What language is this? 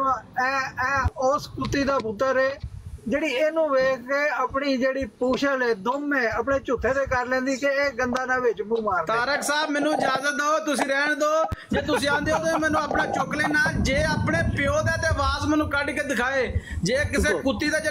Punjabi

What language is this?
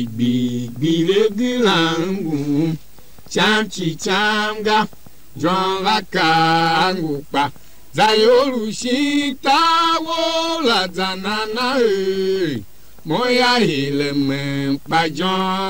Tiv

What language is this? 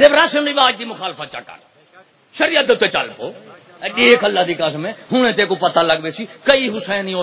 Saraiki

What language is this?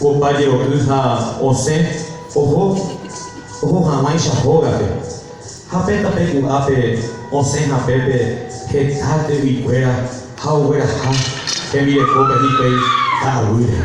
Guarani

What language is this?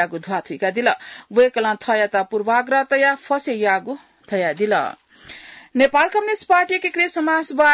Newari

